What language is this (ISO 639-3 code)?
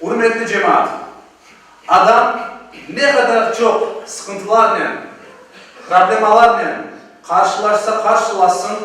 crh